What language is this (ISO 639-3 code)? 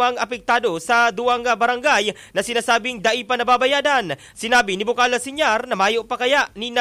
bik